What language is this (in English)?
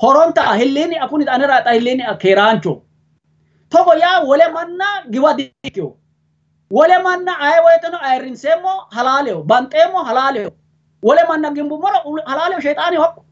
Sidamo